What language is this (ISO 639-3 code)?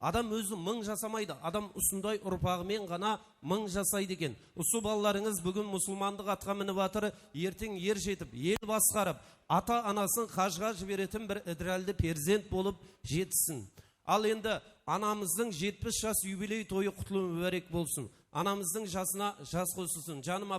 kaa